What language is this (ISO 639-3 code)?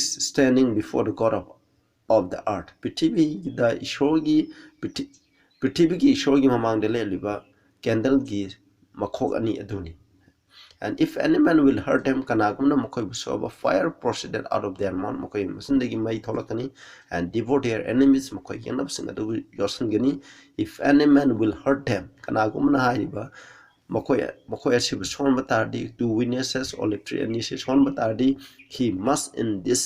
mni